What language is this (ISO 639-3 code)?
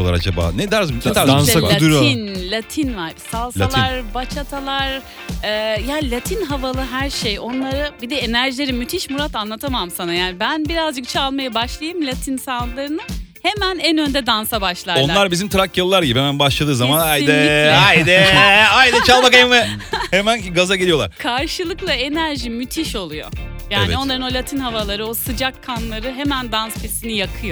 tur